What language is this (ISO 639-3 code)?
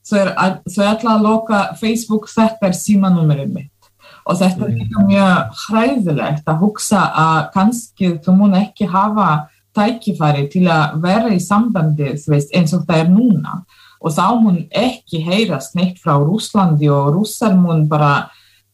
isl